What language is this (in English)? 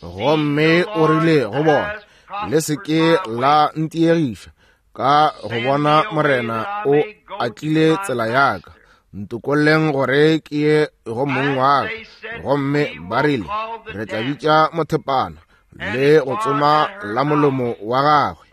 Northern Sotho